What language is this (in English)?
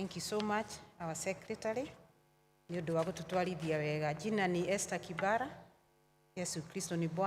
Kikuyu